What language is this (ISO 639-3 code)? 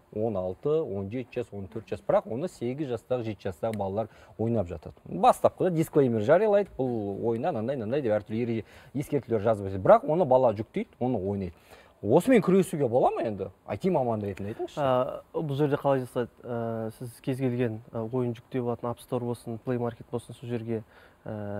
kaz